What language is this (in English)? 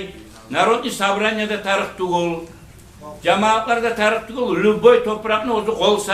Kumyk